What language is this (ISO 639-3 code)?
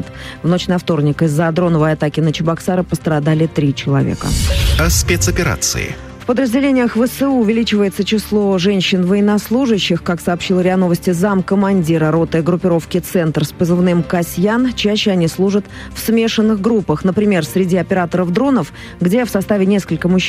rus